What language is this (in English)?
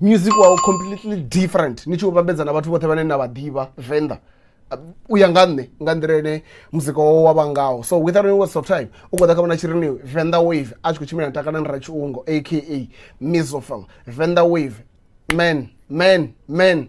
Venda